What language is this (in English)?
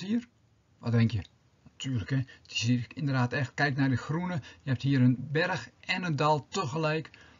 Dutch